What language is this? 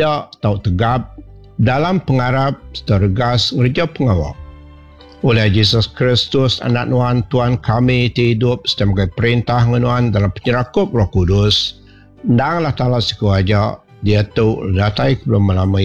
Iban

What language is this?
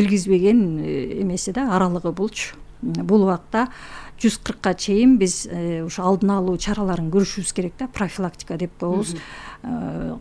Kyrgyz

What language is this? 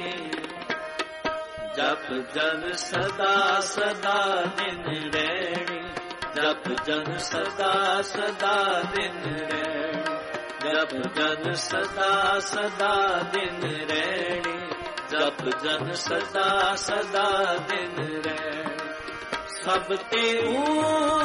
Punjabi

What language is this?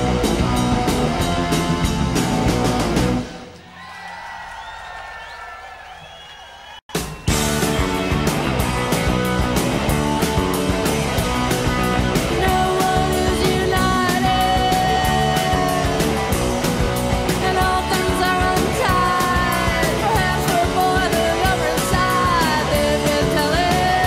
English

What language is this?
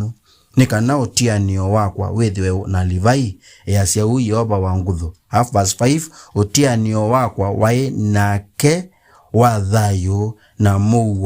Kamba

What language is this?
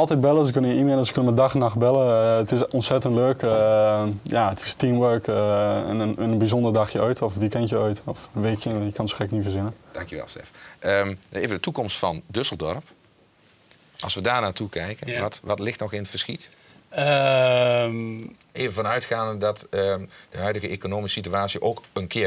Dutch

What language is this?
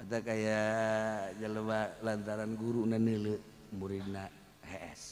Sundanese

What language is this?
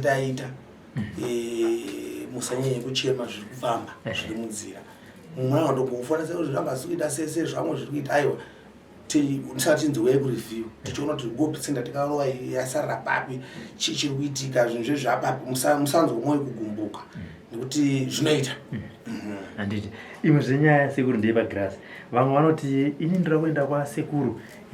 Shona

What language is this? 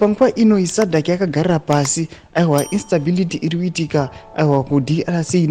Shona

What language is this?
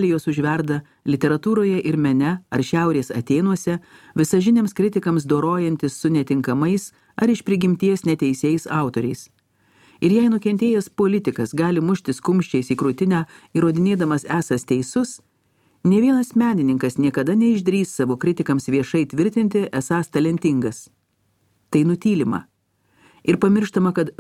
Lithuanian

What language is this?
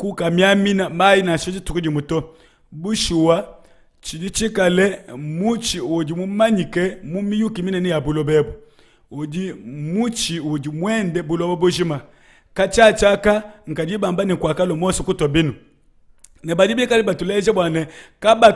Luba-Lulua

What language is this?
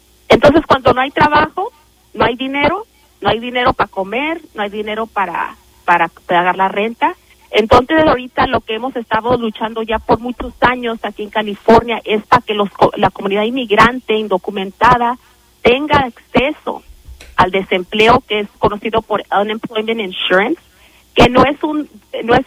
Spanish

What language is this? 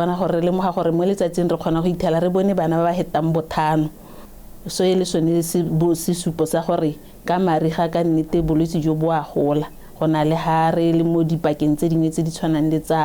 Tswana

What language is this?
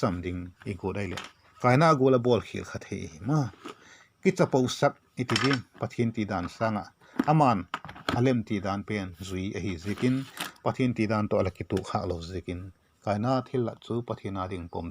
Vaiphei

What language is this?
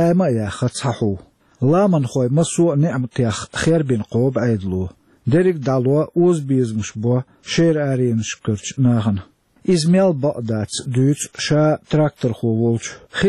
Chechen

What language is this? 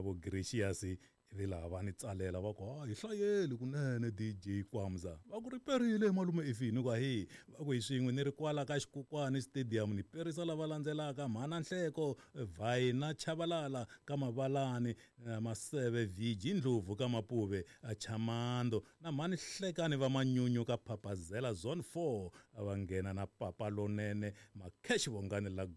Tsonga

